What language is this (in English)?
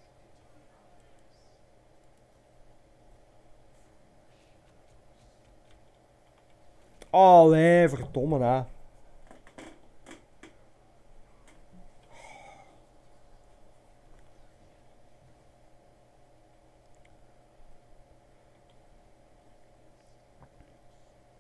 Dutch